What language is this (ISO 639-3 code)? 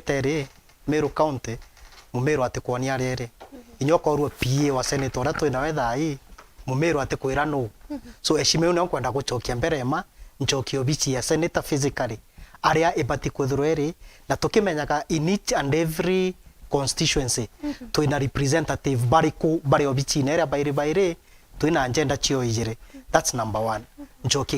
mer